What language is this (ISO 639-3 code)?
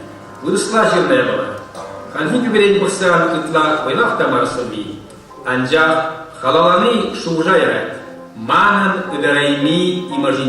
chv